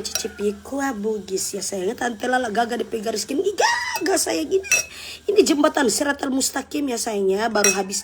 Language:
Manado Malay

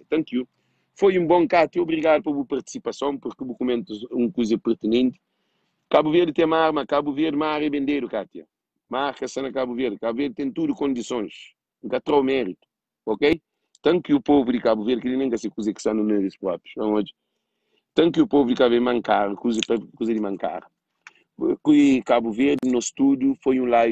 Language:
Kabuverdianu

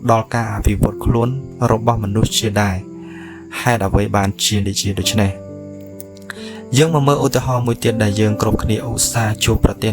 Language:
Khmer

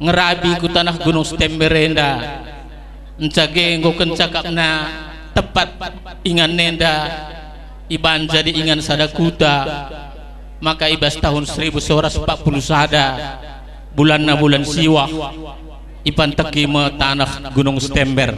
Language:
Batak Karo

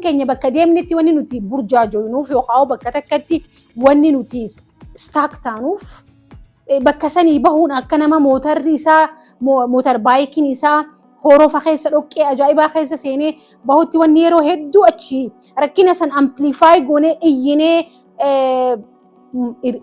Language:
Oromo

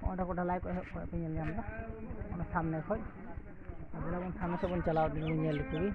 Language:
Santali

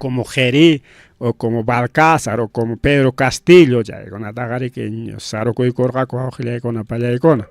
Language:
Ayacucho Quechua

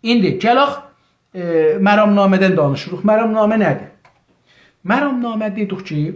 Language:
South Azerbaijani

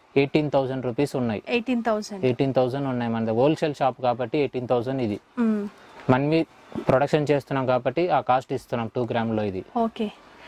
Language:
Telugu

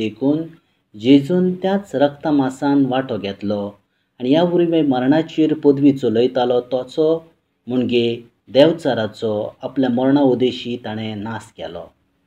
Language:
Konkani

